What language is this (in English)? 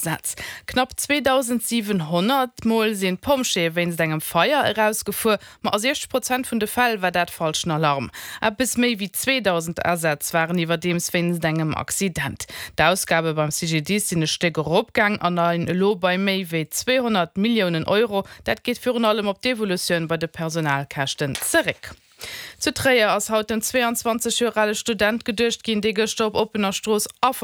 Luxembourgish